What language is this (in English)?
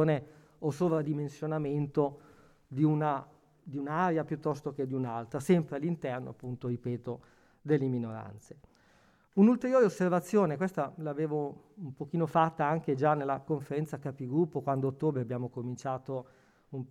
Italian